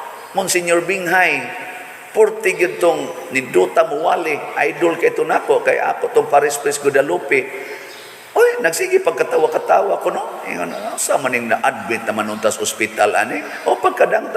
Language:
Cebuano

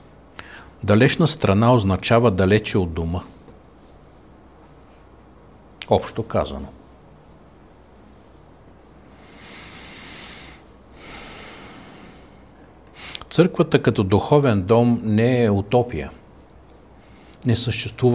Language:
Bulgarian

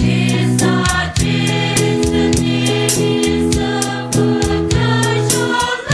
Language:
Poumei Naga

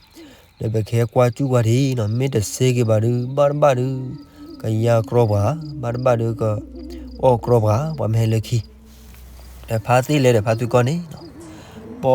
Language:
S'gaw Karen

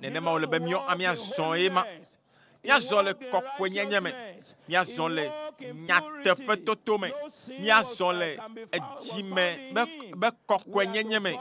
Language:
Ewe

